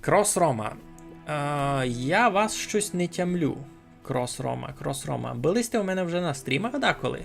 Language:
Rusyn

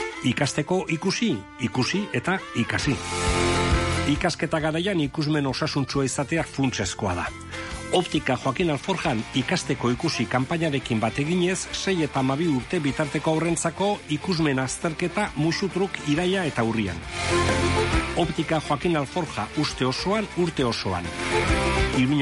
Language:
Basque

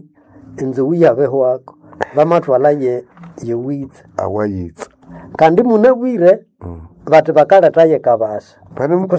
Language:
Nande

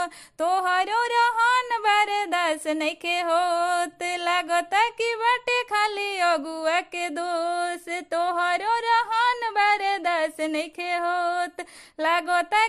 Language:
Bhojpuri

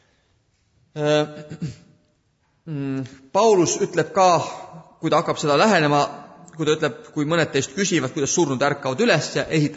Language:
Estonian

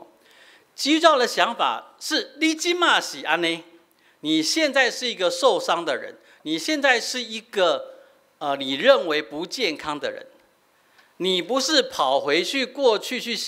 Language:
Min Nan Chinese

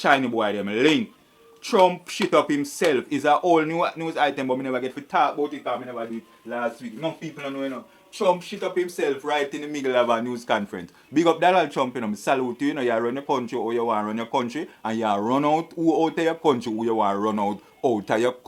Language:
Jamaican Creole English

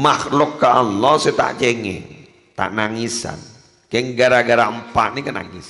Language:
Madurese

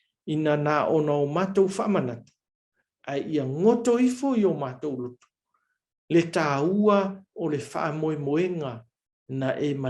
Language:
Samoan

